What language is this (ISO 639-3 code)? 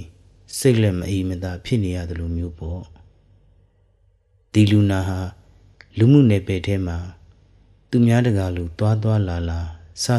mya